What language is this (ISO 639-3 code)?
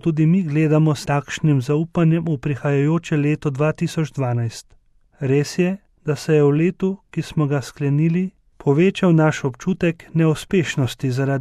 slv